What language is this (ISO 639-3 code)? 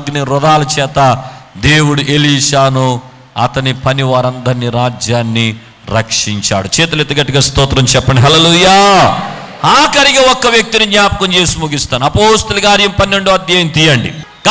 tel